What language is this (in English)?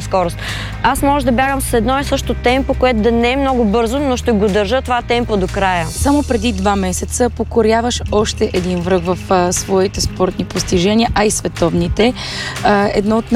Bulgarian